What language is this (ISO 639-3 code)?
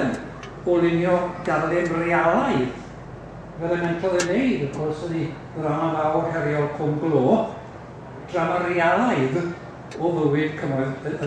cym